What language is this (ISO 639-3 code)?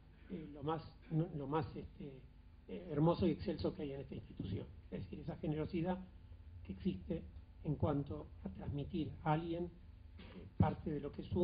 spa